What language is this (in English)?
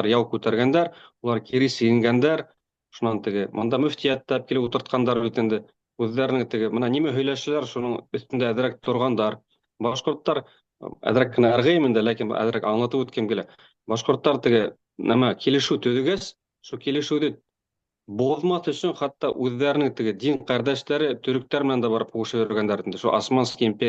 Bashkir